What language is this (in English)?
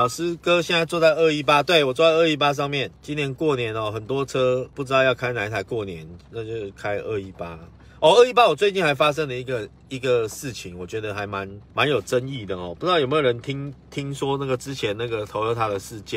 Chinese